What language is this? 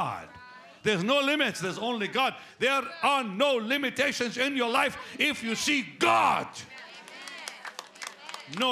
English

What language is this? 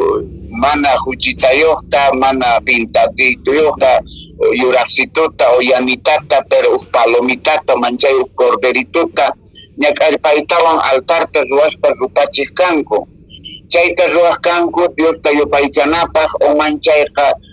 Quechua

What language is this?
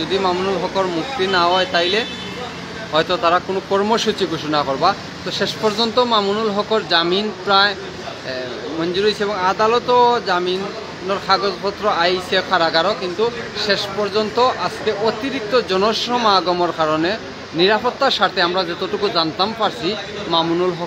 Sylheti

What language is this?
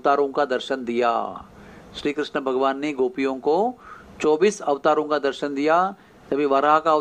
Hindi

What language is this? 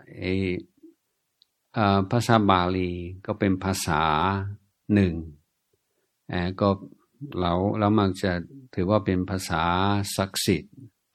Thai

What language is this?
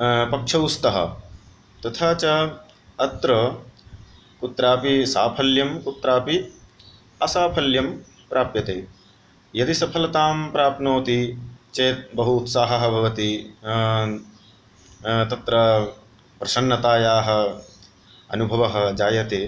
Sanskrit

